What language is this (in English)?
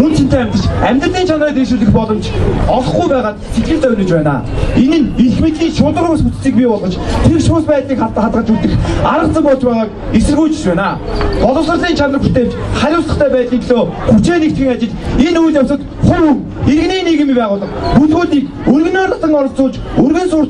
Mongolian